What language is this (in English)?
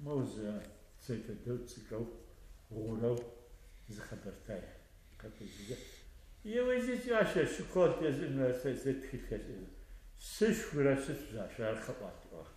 Adyghe